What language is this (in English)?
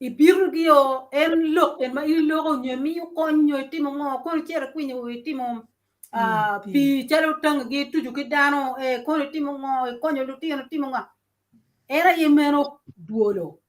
Acoli